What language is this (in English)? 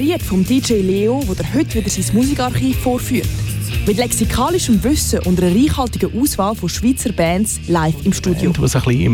German